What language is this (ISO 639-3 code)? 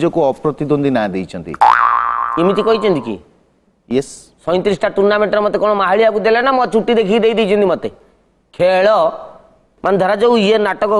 ori